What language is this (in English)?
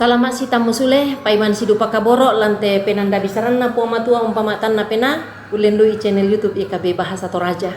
Toraja-Sa'dan